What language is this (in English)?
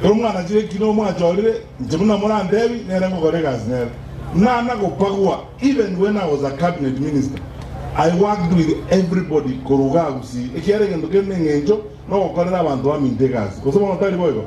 Gusii